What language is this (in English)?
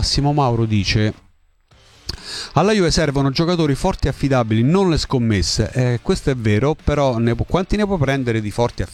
Italian